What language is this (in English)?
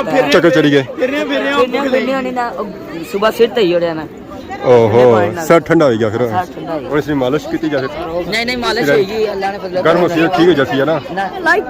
Pahari-Potwari